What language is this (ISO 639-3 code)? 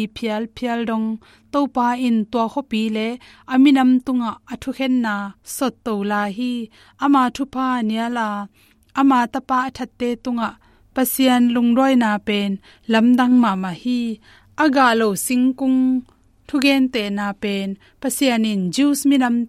ctd